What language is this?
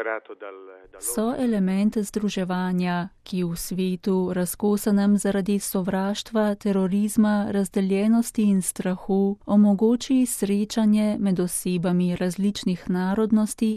Slovenian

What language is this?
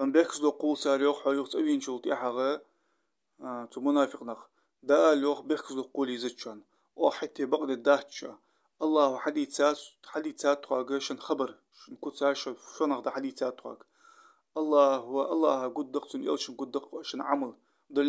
Ingush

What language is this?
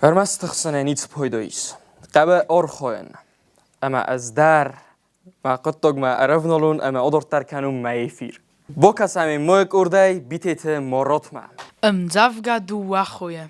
Ossetic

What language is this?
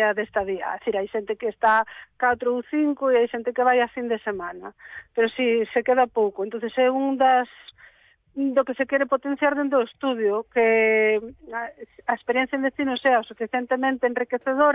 Galician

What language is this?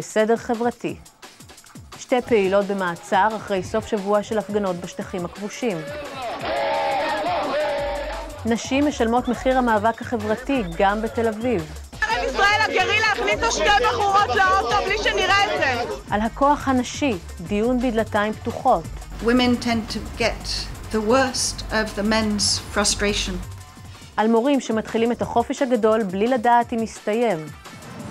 Hebrew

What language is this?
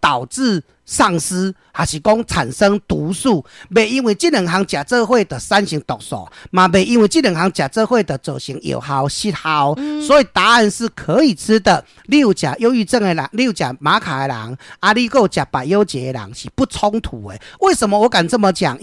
Min Nan Chinese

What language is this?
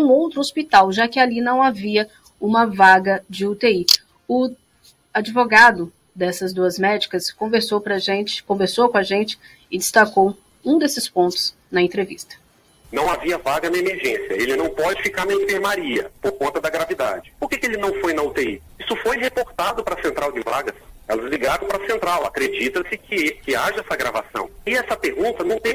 Portuguese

